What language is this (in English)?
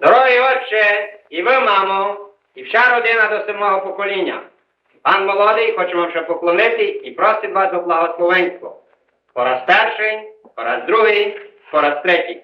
Rusyn